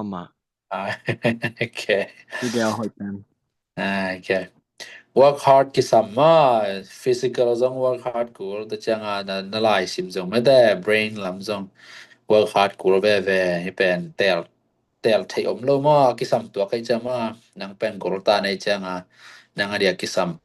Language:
Tedim Chin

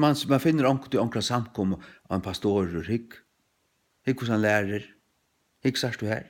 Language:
Faroese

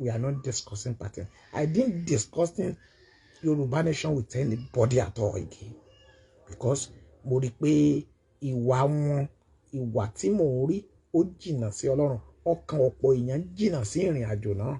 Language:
Yoruba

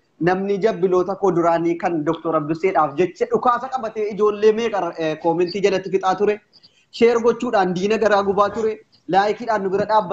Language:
Oromo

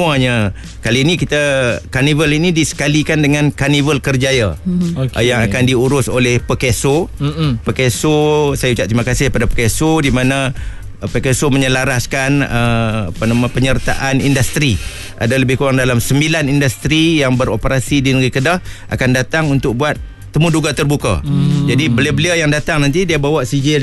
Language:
Malay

